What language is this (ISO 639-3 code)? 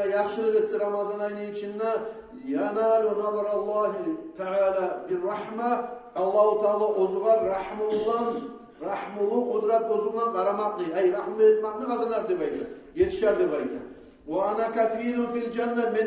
kum